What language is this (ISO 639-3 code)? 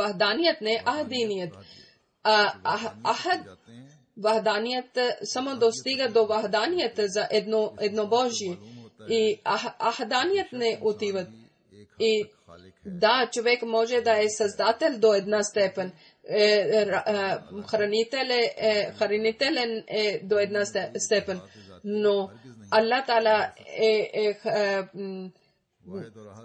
bul